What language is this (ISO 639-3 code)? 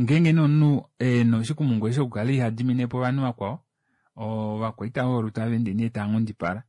kua